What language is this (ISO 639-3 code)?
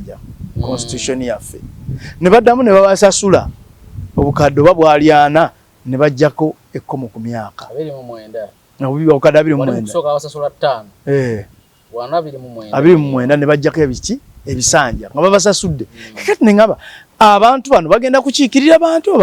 lug